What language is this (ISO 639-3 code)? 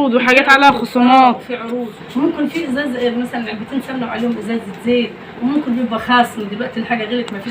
arz